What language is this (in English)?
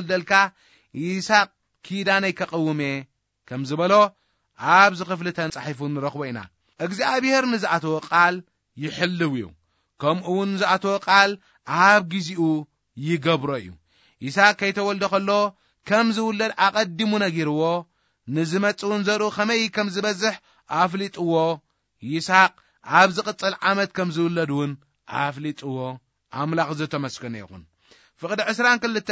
Tigrinya